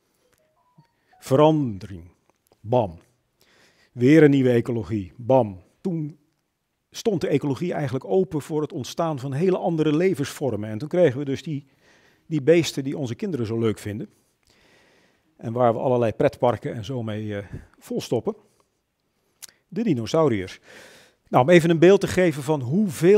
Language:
Dutch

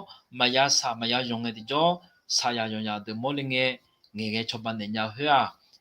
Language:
Akha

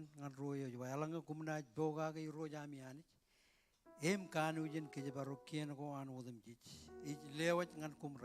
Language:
Marshallese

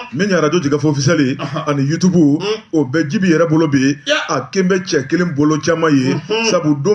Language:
Bambara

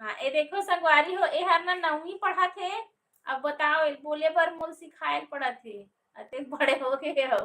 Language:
Chhattisgarhi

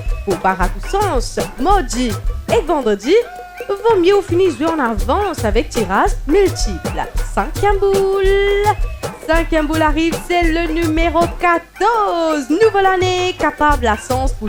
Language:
Morisyen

